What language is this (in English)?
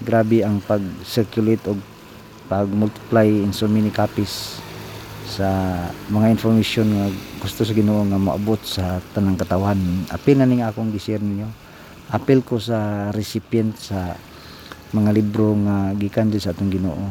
Cebuano